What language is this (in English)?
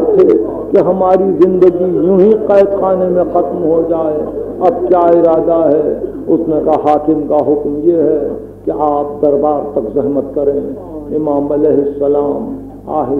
Urdu